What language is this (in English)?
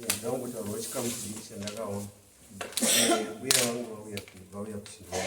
Shona